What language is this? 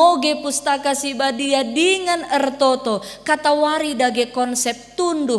Batak Karo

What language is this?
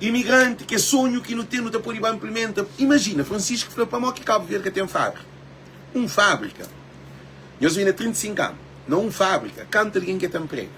Kabuverdianu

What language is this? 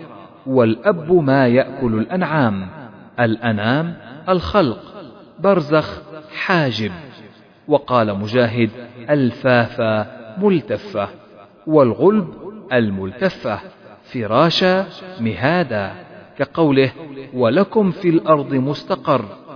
Arabic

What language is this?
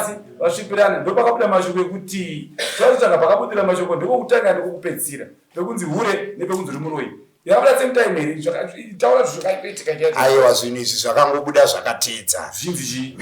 Shona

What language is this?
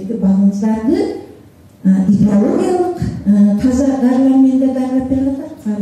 Kyrgyz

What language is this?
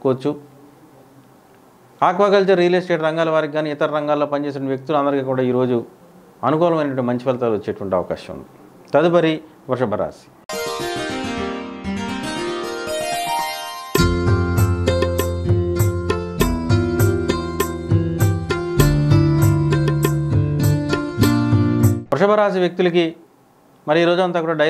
Telugu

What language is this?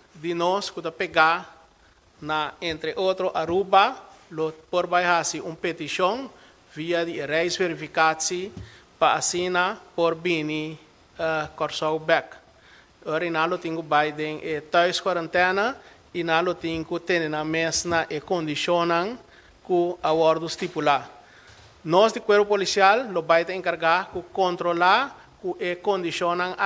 Papiamento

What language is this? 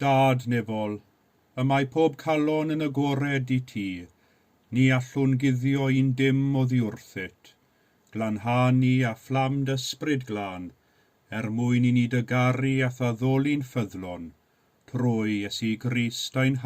Welsh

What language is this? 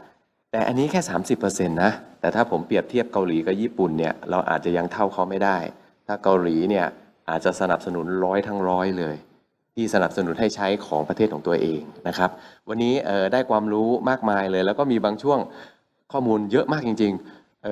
Thai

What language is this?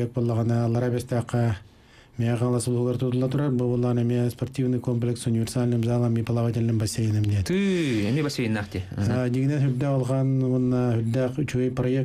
Yakut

